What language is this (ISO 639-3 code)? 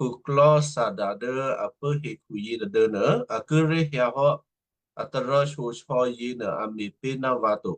kyu